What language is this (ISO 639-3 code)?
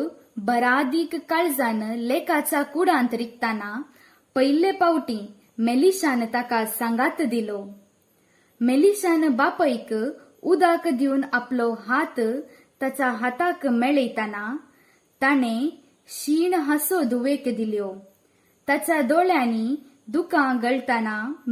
kok